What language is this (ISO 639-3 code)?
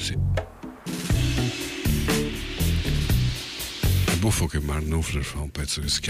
ita